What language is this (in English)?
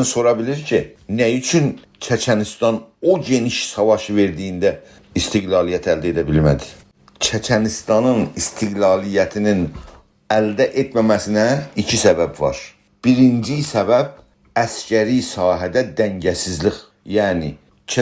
South Azerbaijani